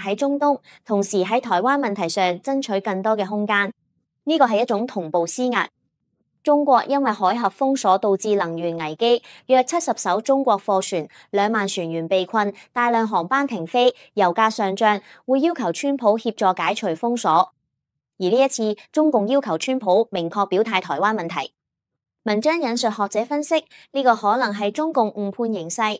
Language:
Cantonese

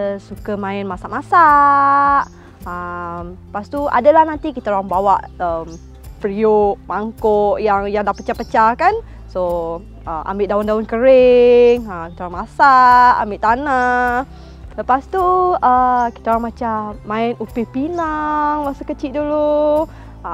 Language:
Malay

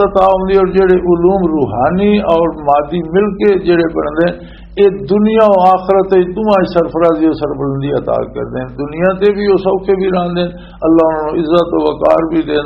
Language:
Western Panjabi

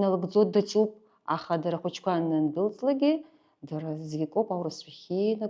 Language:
Abkhazian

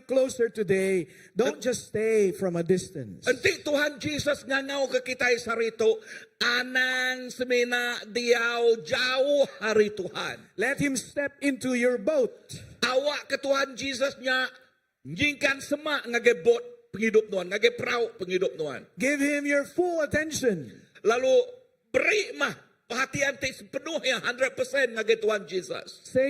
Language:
Iban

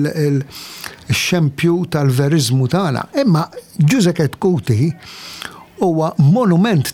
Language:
Maltese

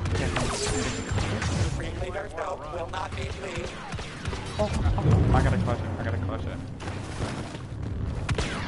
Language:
English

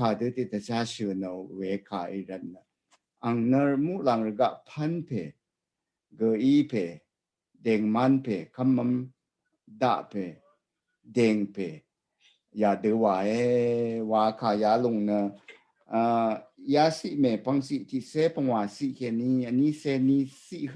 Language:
Rawang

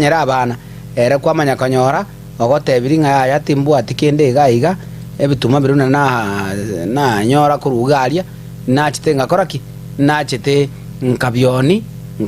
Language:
Gusii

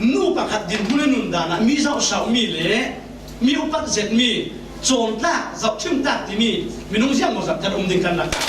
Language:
Falam Chin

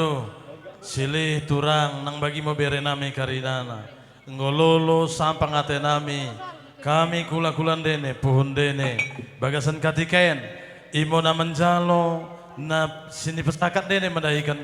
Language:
Batak Toba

